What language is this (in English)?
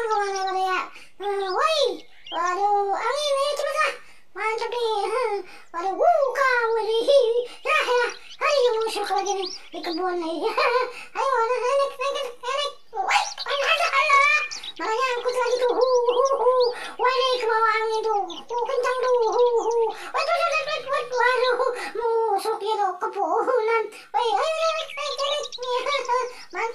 Betawi